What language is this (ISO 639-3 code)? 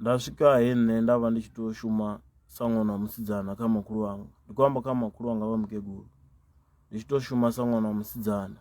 ven